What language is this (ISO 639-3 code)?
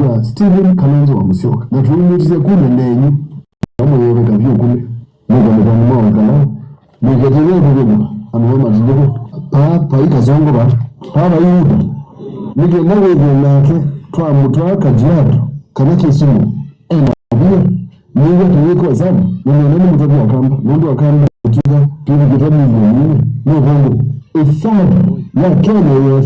kam